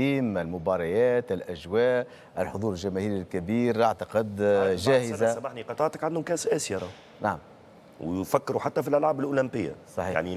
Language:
Tunisian Arabic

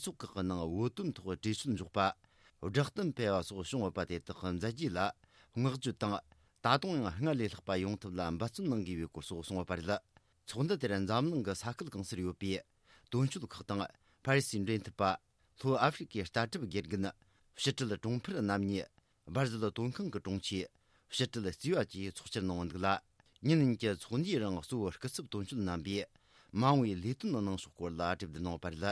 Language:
Tibetan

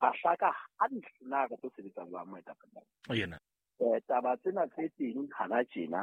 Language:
Southern Sotho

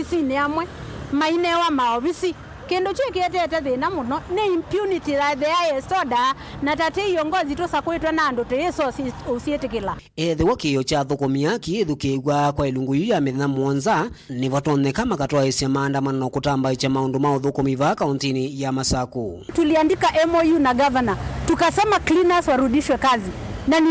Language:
Kamba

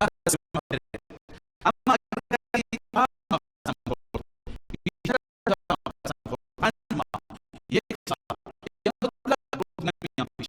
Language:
Persian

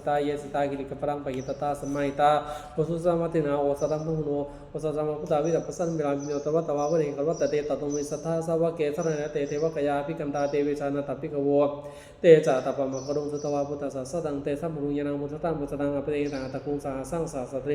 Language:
Pali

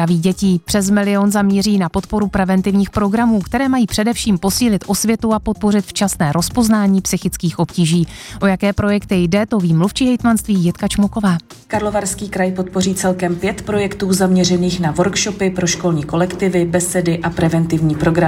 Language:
Czech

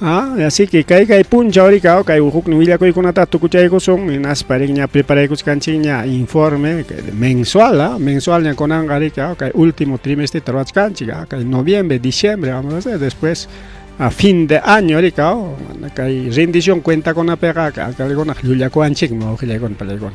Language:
Ayacucho Quechua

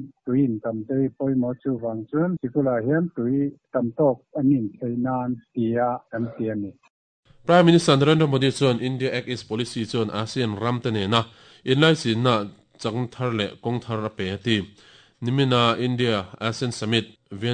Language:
Mizo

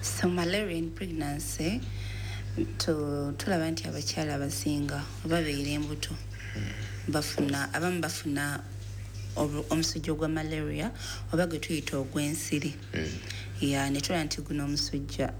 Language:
Ganda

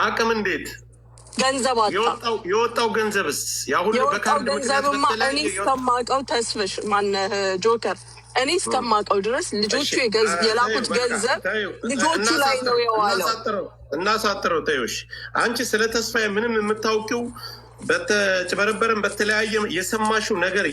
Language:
Amharic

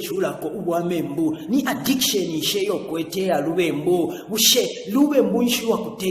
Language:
Bemba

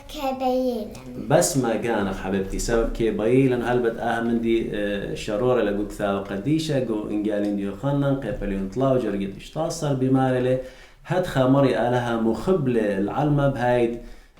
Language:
Assyrian Neo-Aramaic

